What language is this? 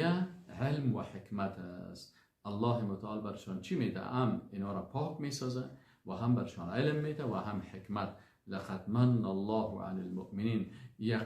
Persian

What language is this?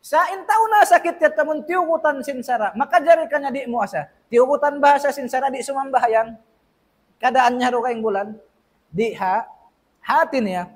Tausug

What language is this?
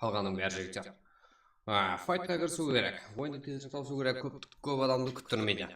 Kara-Kalpak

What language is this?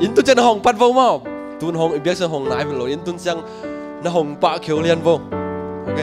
Tedim Chin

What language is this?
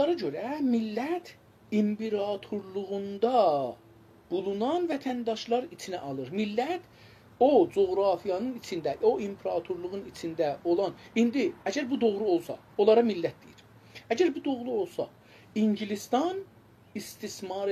South Azerbaijani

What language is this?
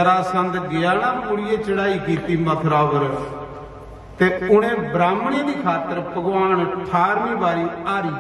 Dogri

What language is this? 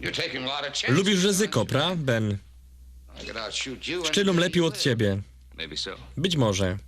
Silesian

